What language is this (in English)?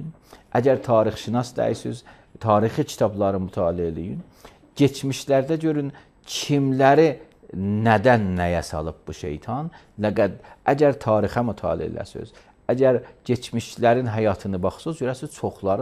Azerbaijani